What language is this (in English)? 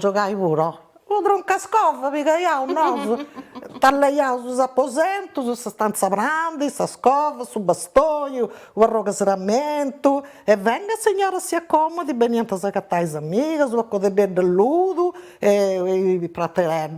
Sardinian